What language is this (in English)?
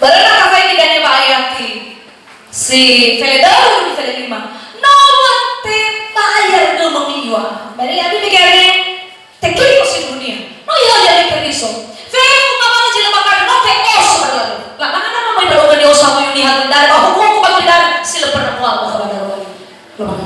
Nias